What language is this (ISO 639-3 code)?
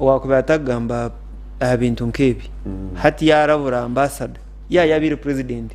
nyn